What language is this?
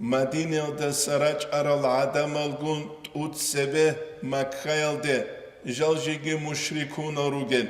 Avaric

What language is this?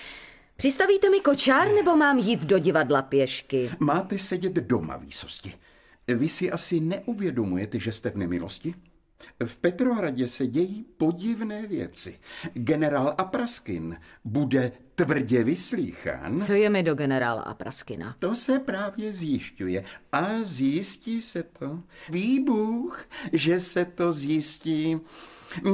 Czech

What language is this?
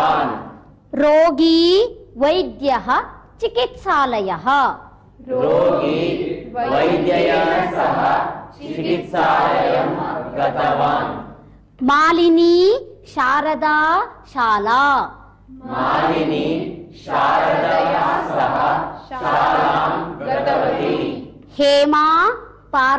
Sanskrit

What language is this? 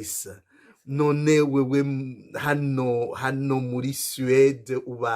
Rundi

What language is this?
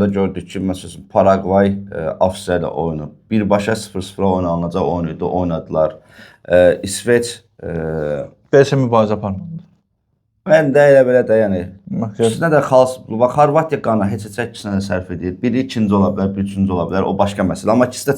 Azerbaijani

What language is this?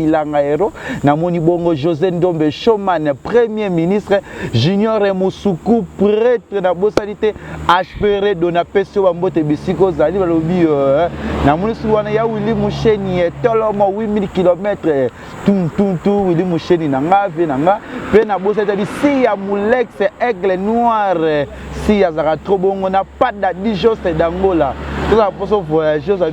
Lingala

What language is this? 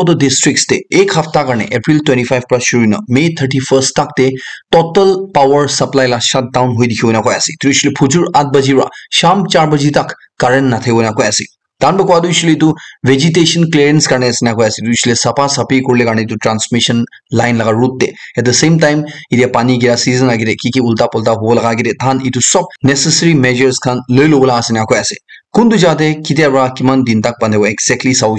Naga Pidgin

